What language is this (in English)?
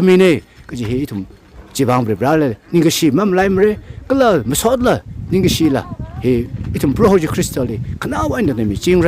Tangkhul Naga (India)